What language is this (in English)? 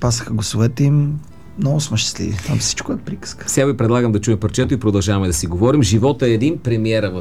Bulgarian